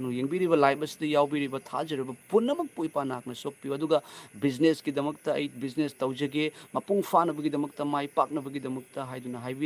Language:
Manipuri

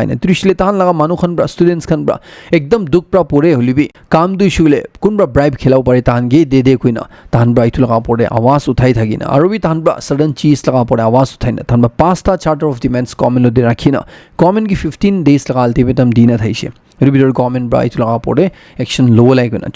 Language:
Naga Pidgin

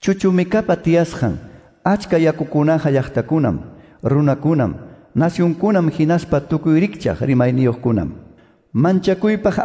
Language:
Ayacucho Quechua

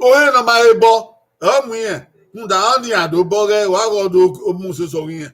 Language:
Bini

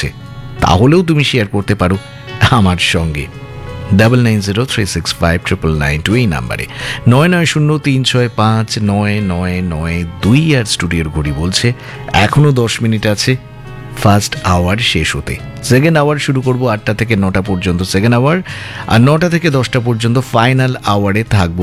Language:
Bangla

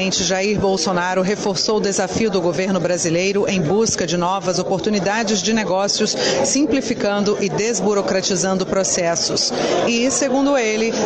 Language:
Portuguese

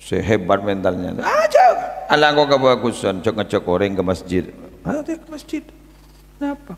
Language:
Madurese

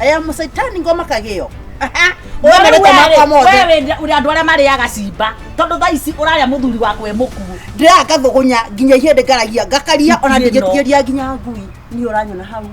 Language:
Kikuyu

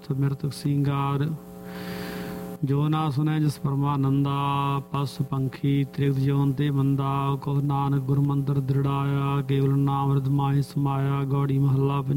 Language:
Punjabi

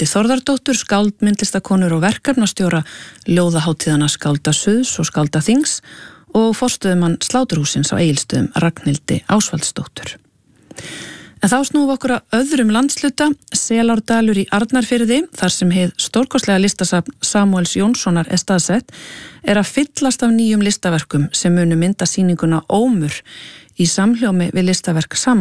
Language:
Icelandic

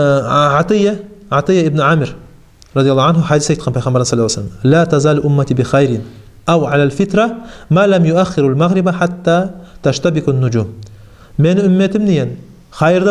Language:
Kumyk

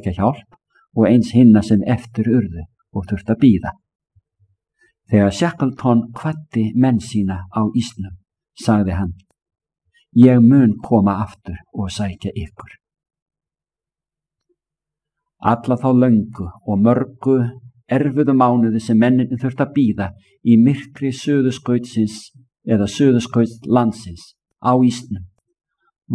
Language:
Icelandic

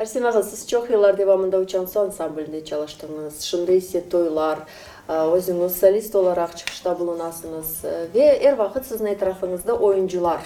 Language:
Crimean Tatar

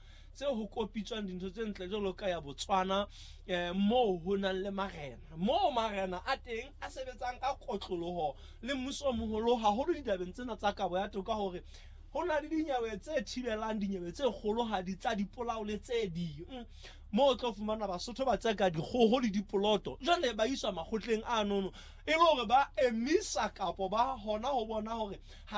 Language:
Southern Sotho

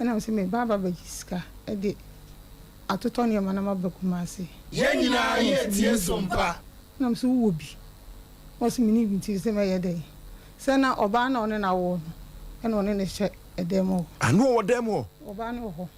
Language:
Akan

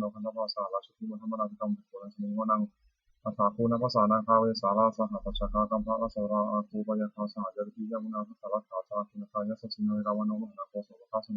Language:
Pali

